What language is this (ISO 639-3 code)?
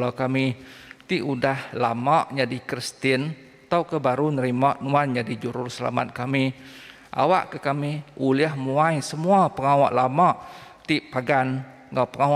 iba